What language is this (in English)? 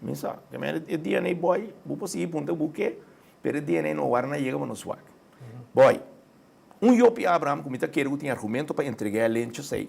Papiamento